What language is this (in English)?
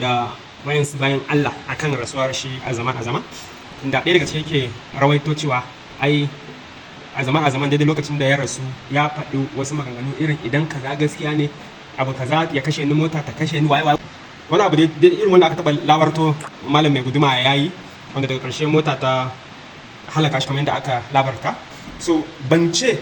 Hausa